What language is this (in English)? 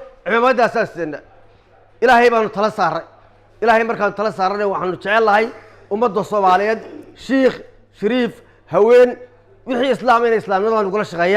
Somali